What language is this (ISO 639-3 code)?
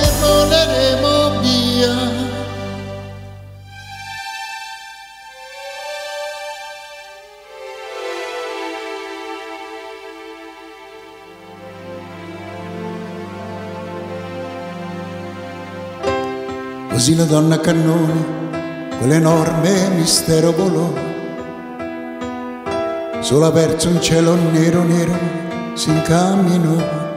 ita